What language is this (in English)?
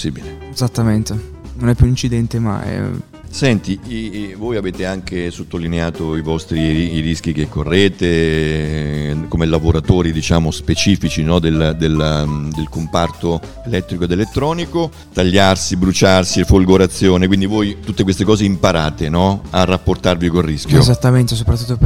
Italian